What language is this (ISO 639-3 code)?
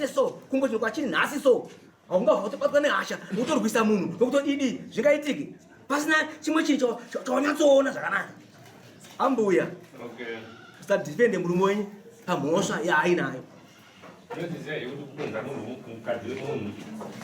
sna